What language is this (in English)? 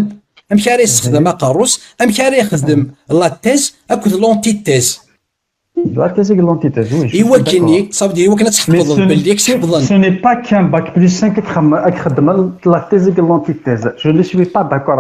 Kabyle